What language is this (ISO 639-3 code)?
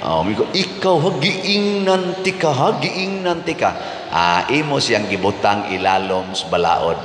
ceb